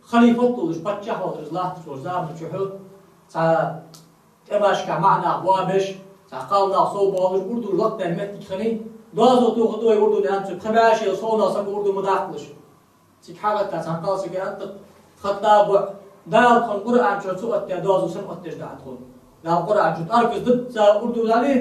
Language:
Ingush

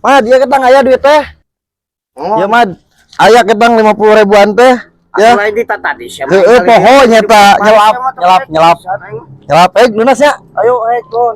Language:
Sundanese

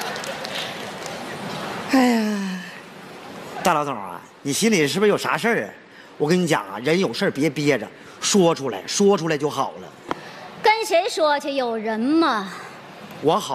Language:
Chinese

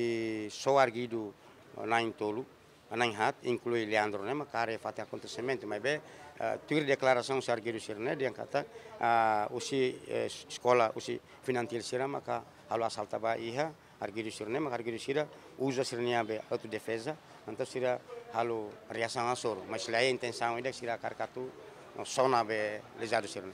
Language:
Tetum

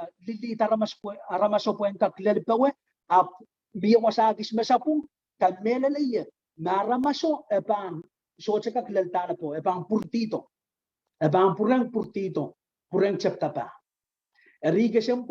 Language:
Pohnpeian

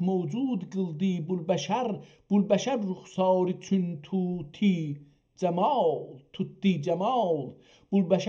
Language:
South Azerbaijani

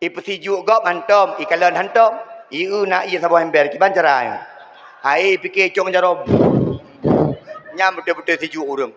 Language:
Achinese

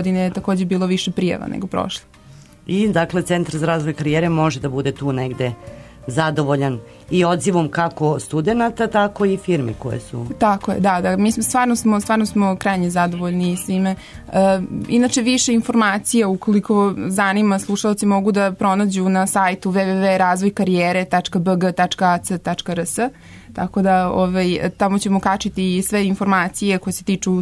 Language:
Serbian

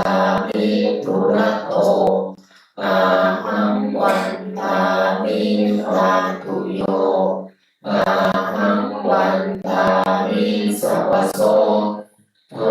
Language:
Pali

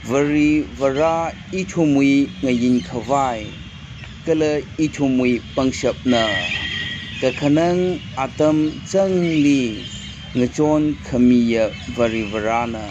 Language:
Tangkhul Naga (India)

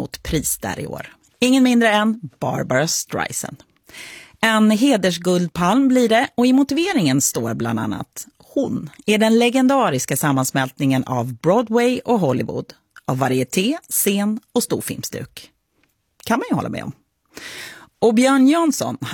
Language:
Swedish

